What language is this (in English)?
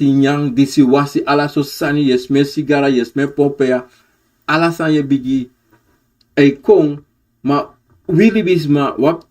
Sranan Tongo